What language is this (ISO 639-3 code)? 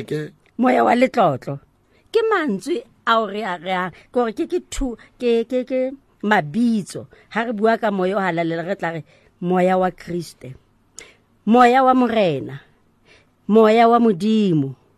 sot